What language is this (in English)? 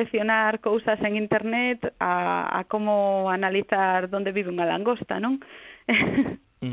Galician